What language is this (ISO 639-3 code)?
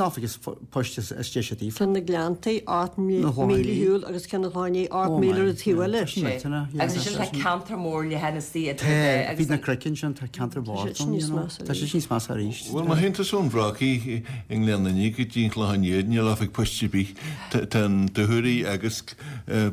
gle